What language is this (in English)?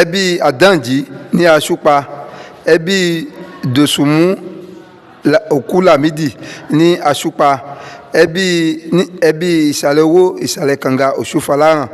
Yoruba